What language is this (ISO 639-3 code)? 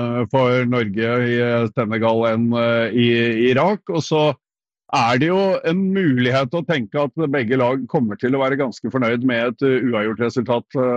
nor